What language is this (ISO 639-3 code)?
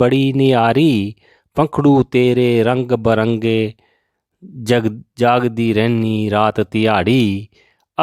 doi